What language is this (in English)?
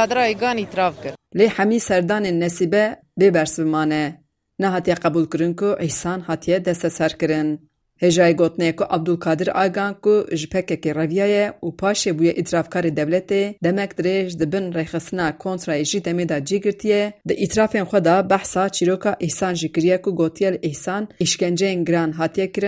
Kurdish